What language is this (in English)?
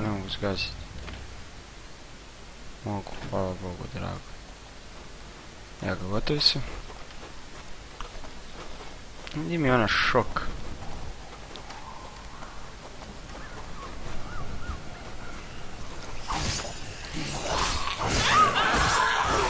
Croatian